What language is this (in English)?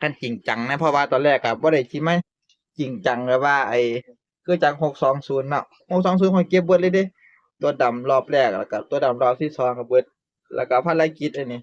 Northeastern Thai